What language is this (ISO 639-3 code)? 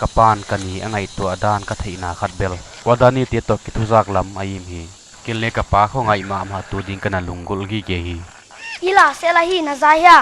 pck